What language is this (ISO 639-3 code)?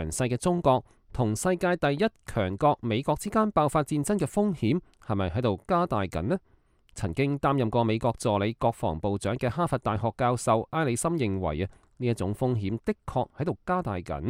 yue